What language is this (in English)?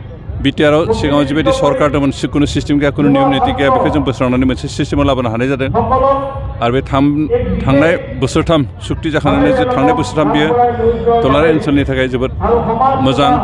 Bodo